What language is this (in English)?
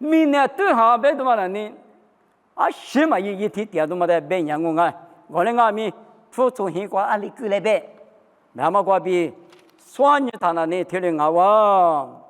Lisu